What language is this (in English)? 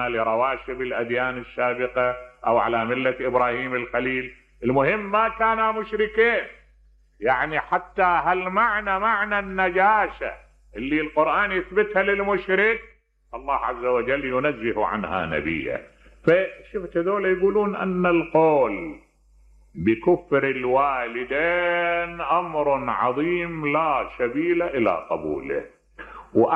Mesopotamian Arabic